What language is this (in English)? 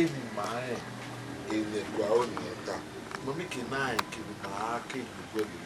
Bini